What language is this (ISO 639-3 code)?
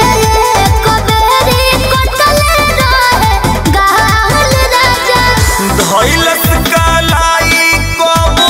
bho